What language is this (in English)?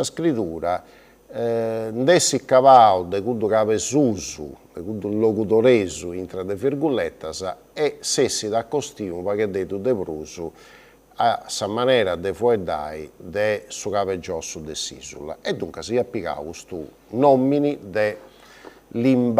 Sardinian